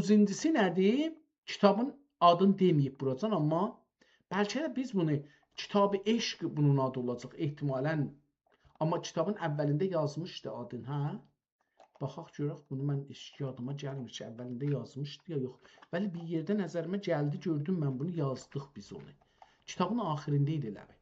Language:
South Azerbaijani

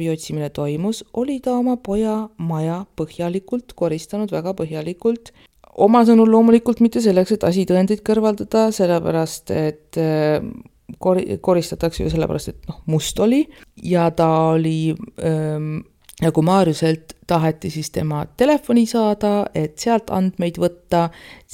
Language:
Estonian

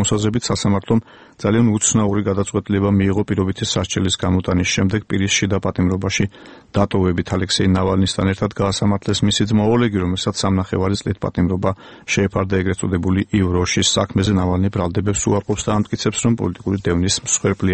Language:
Georgian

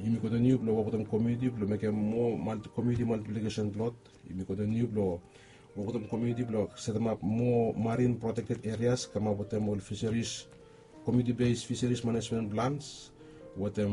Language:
Bislama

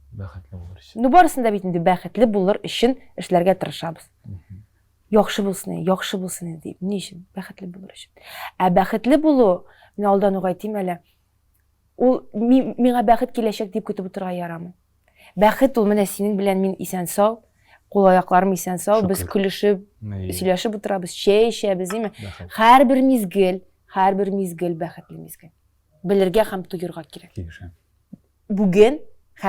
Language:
Tatar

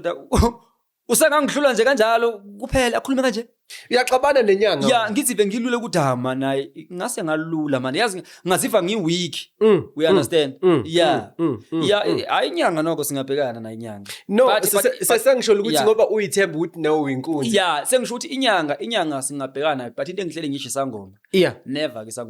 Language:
Zulu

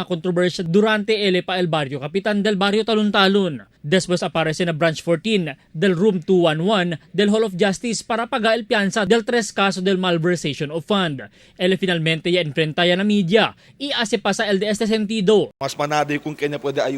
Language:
Chavacano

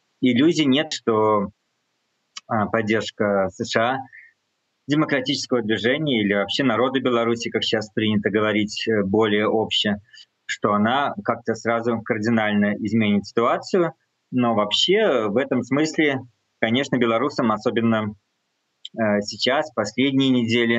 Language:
Russian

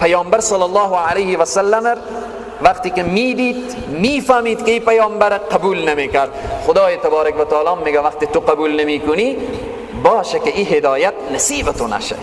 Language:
Persian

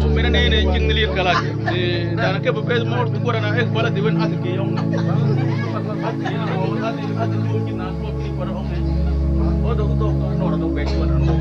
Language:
Mabaan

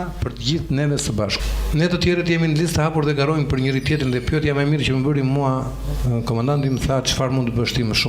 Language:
Albanian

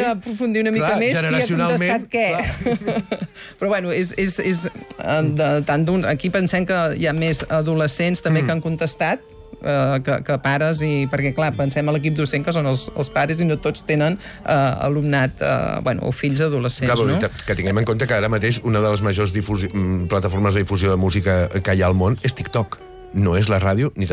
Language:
Catalan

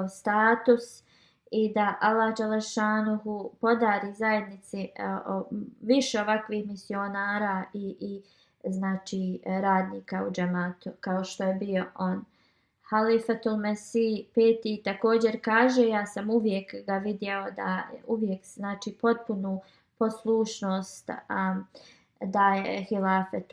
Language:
Bosnian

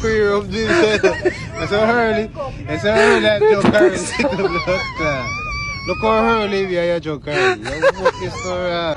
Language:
Jamaican Creole English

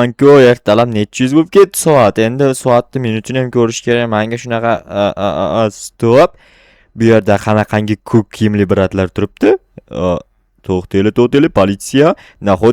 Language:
Uzbek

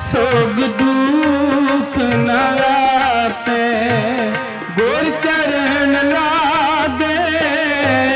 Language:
Punjabi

